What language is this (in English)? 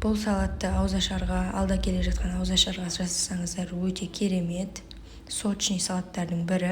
Kazakh